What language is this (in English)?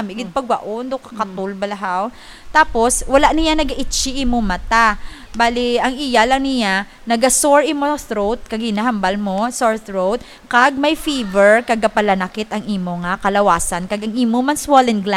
Hiligaynon